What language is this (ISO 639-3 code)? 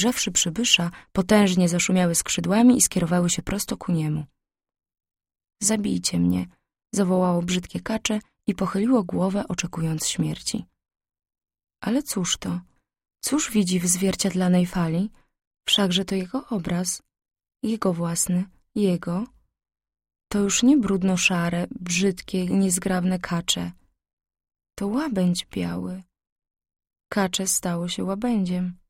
pol